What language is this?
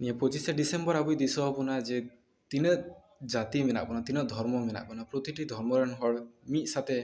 Santali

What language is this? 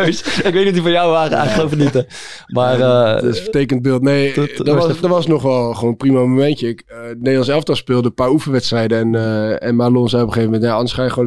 Dutch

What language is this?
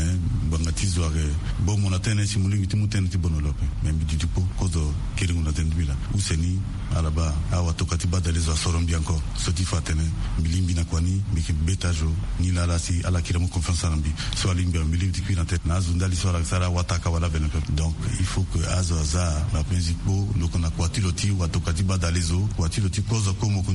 Sango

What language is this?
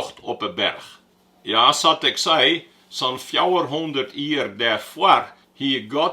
Western Frisian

